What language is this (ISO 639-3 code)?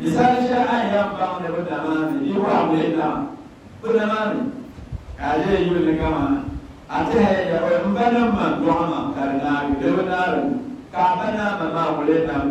dag